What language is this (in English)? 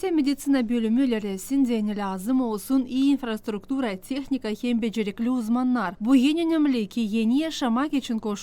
Gagauz